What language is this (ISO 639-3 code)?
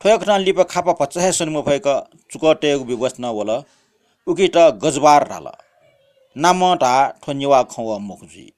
new